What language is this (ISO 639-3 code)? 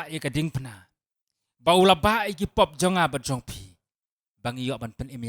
kha